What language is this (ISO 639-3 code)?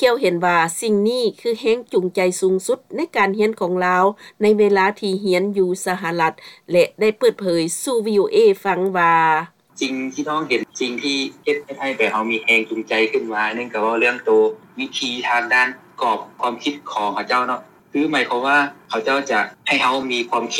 lao